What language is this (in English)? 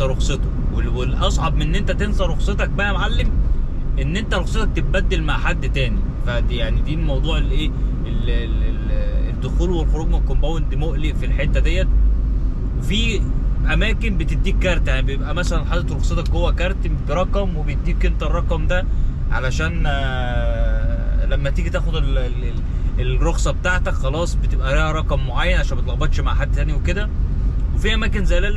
Egyptian Arabic